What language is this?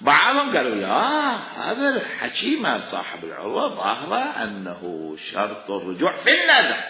Mesopotamian Arabic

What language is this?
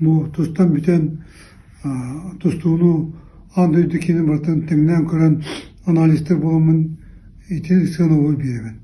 Yakut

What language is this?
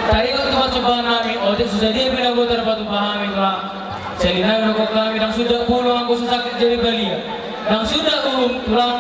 Batak Toba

